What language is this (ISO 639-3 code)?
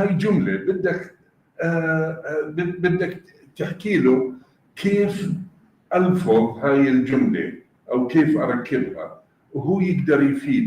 apc